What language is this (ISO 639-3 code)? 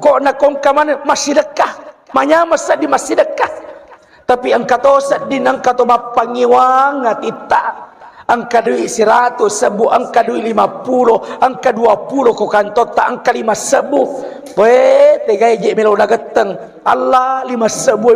bug